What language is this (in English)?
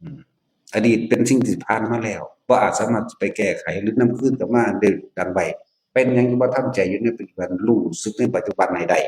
Northeastern Thai